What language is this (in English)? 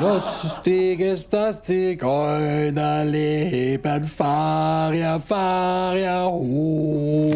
Swiss German